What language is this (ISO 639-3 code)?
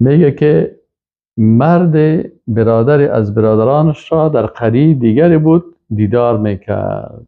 fas